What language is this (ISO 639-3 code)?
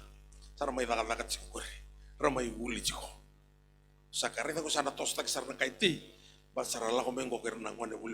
fij